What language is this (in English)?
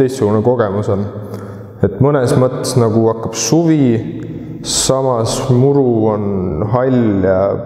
Estonian